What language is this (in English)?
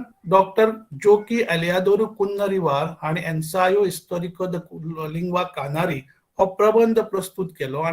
Konkani